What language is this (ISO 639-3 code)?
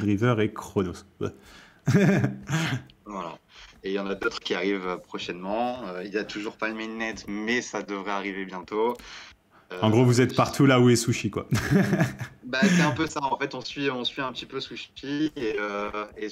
fra